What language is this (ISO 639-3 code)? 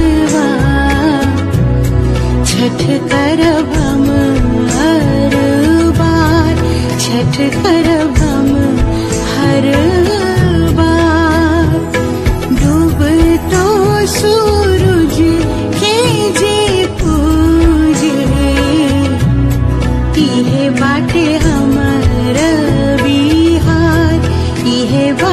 bho